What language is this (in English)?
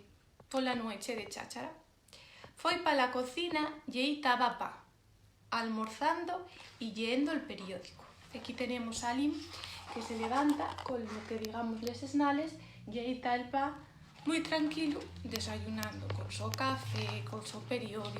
Asturian